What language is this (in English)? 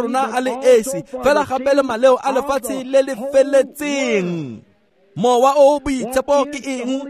Tswana